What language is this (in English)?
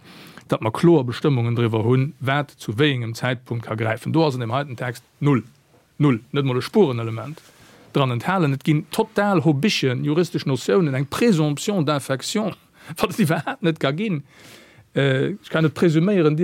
Luxembourgish